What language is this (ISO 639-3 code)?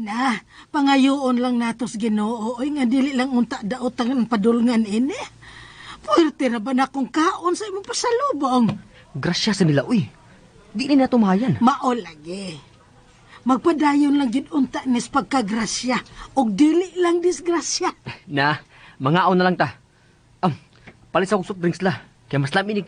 ceb